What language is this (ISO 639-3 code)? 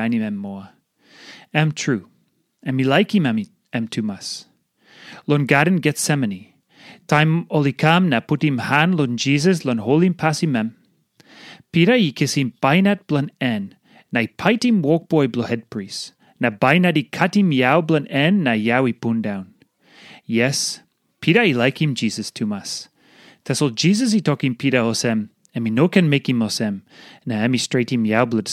tpi